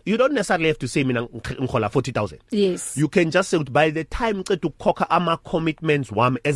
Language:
English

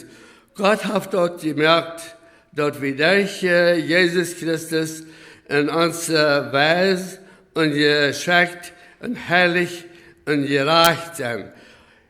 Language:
Plautdietsch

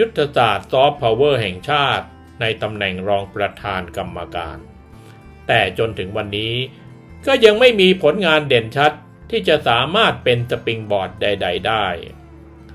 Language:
Thai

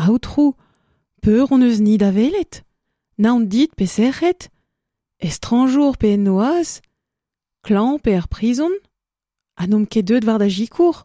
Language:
Breton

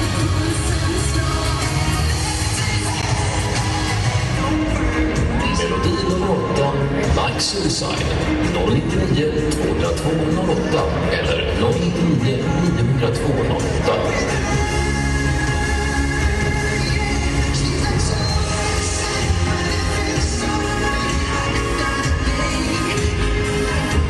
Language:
Swedish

